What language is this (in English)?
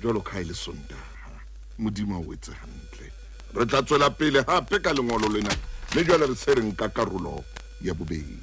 Southern Sotho